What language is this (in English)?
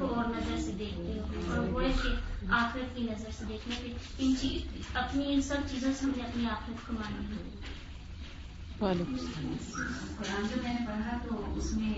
Urdu